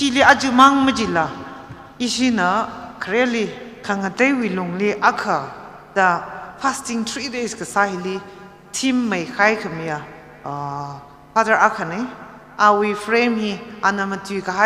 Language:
Tangkhul Naga (India)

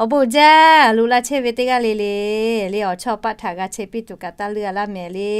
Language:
Lahu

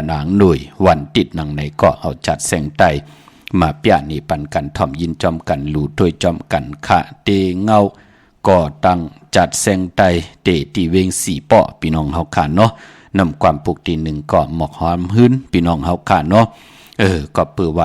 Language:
Shan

